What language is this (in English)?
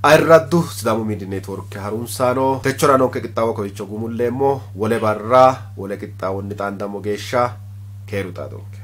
Sidamo